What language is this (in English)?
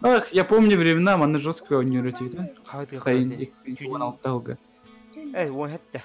Yakut